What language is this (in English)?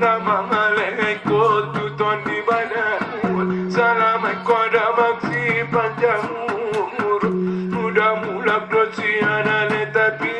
Batak Angkola